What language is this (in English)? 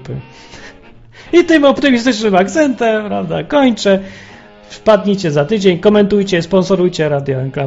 Polish